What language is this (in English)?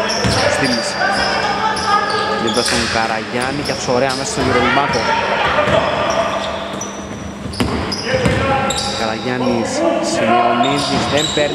Greek